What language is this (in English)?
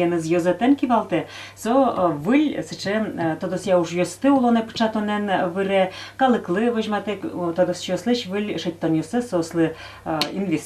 Udmurt